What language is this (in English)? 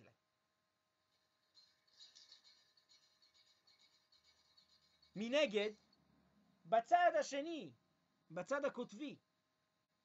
Hebrew